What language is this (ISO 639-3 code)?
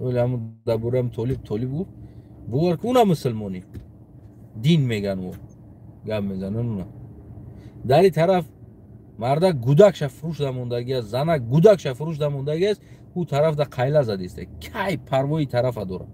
tgk